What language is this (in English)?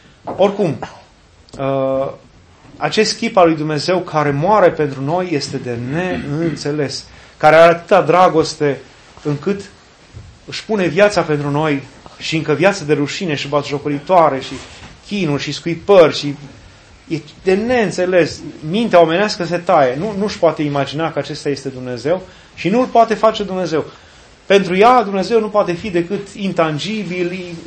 Romanian